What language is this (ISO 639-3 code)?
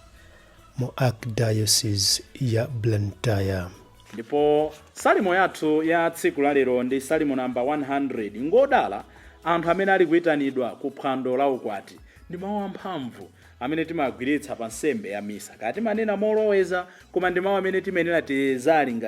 nya